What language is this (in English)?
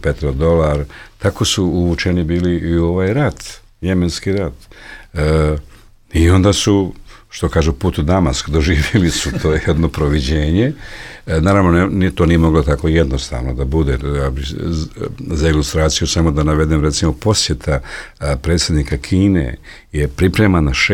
Bosnian